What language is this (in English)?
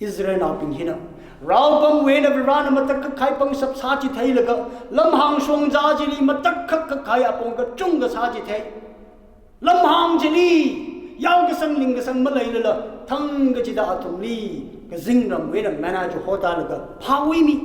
Tangkhul Naga (India)